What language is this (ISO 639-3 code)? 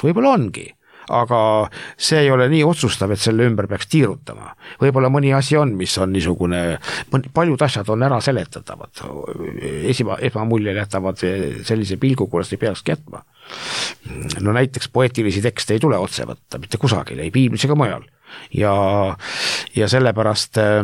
est